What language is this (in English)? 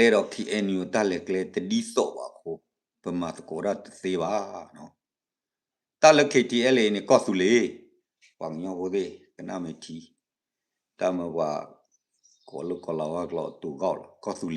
S'gaw Karen